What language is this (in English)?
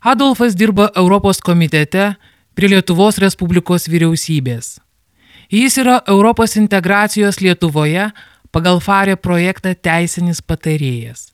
Lithuanian